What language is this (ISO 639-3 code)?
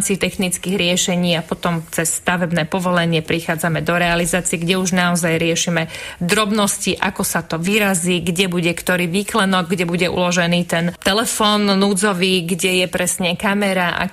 slk